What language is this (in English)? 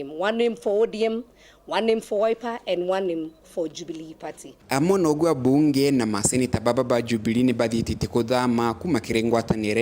Meru